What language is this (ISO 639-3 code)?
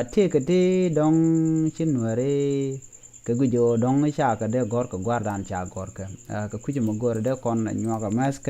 nus